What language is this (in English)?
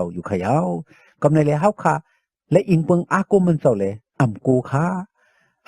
Shan